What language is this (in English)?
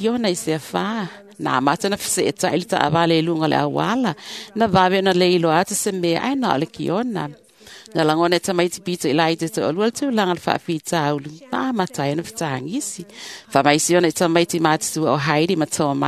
Samoan